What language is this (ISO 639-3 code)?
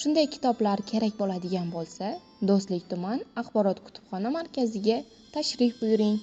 uzb